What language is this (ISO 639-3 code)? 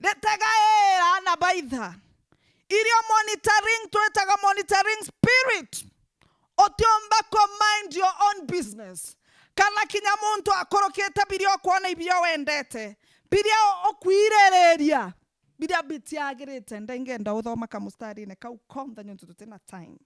mer